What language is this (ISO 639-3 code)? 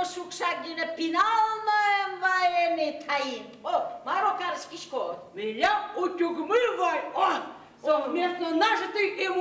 udm